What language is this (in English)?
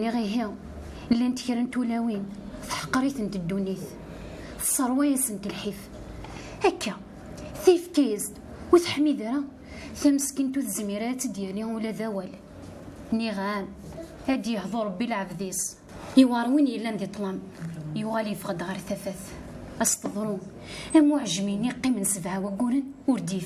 Kabyle